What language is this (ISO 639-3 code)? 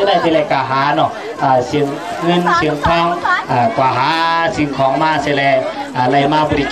shn